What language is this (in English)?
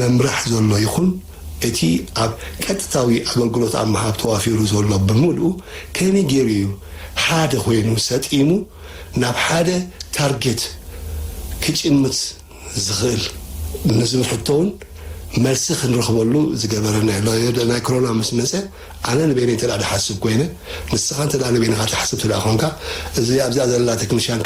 Tigrinya